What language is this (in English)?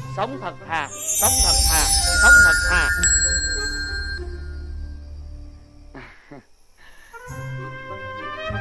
Vietnamese